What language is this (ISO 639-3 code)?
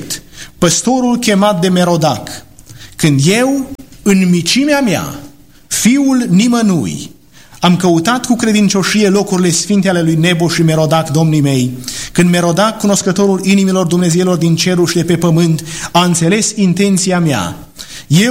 ron